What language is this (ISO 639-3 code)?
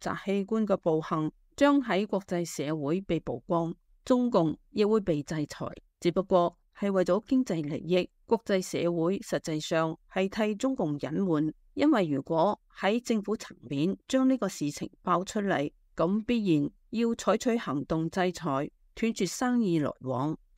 yue